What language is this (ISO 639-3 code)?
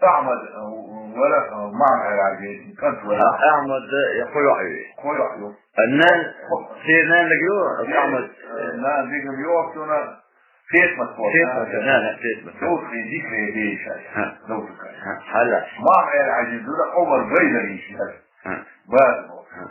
che